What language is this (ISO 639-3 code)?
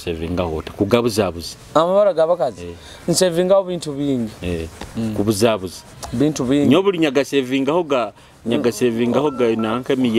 nyo